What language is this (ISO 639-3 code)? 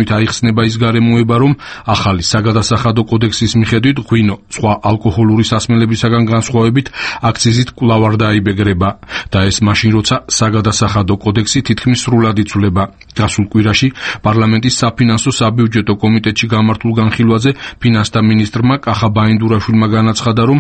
kat